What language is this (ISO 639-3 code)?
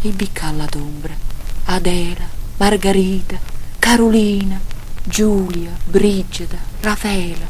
nap